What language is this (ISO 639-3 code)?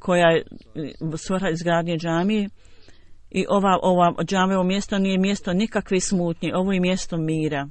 bos